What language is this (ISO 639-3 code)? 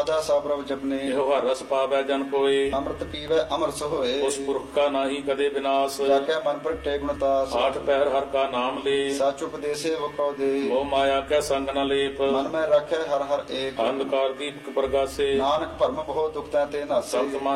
pan